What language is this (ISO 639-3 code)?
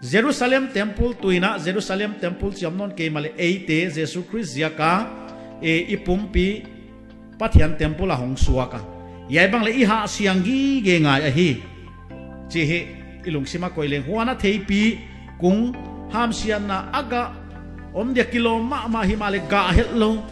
pck